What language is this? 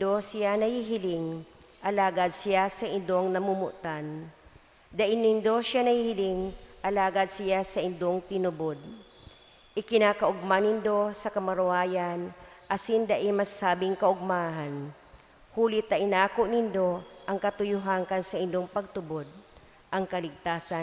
Bikol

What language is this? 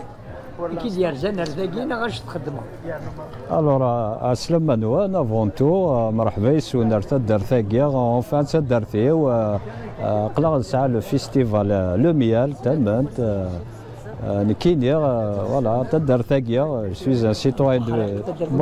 Kabyle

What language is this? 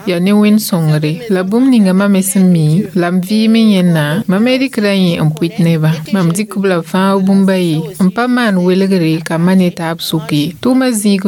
Mossi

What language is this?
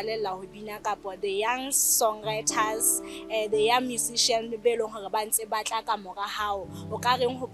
Southern Sotho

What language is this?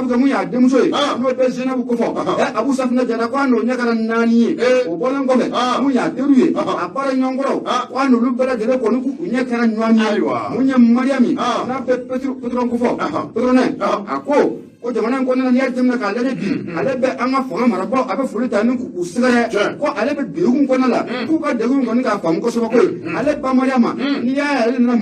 Bambara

